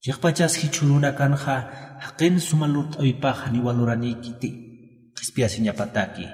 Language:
Aymara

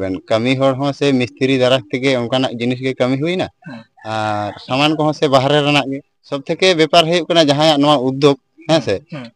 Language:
Santali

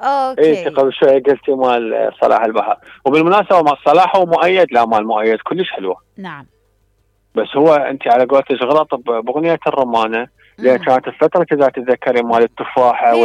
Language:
Mesopotamian Arabic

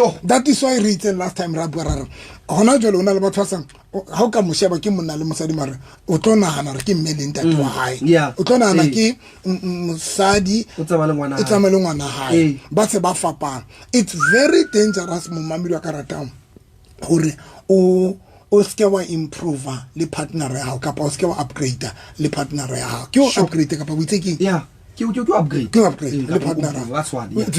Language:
Southern Sotho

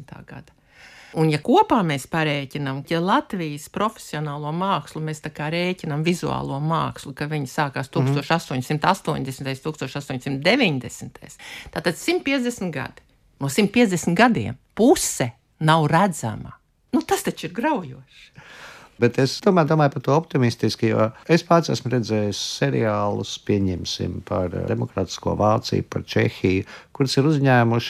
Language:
Latvian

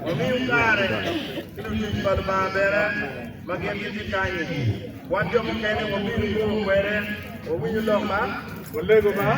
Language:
Acoli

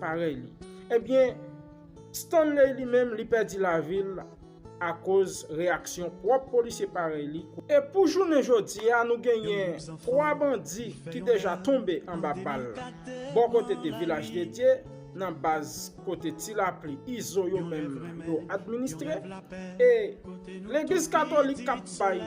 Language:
Haitian Creole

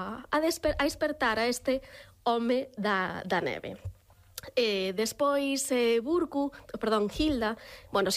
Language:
Galician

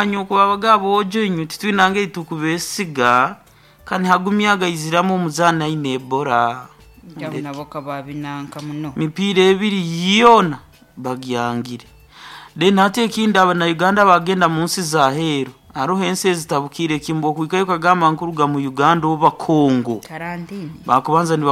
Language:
Nyoro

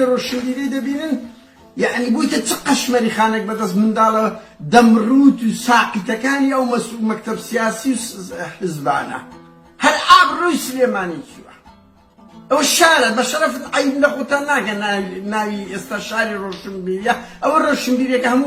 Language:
Central Kurdish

